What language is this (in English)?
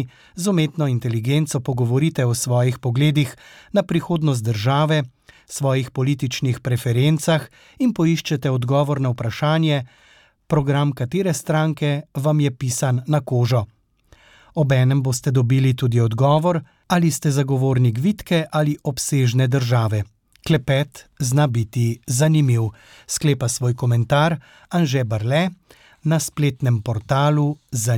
Slovenian